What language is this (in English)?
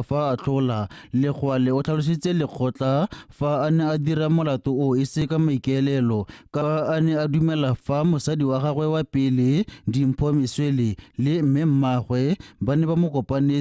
Tswana